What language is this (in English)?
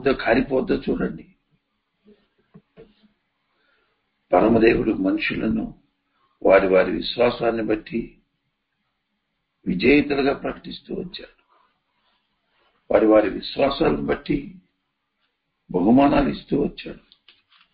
Telugu